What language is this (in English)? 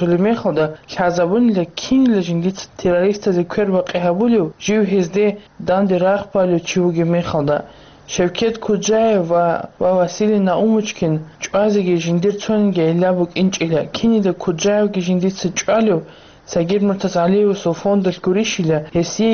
Avaric